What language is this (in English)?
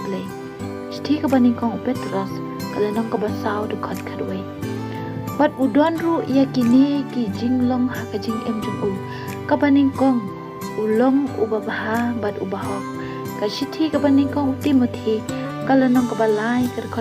Khasi